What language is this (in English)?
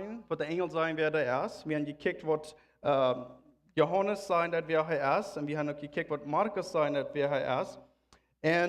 Plautdietsch